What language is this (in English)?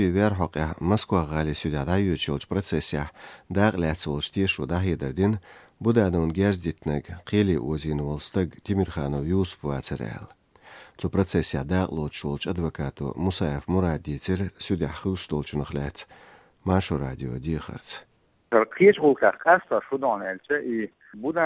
Chechen